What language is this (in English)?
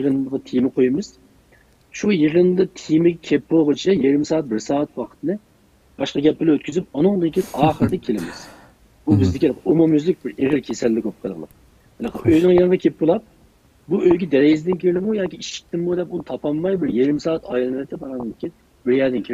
Uyghur